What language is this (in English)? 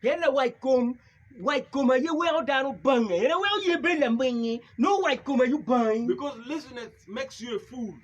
Acoli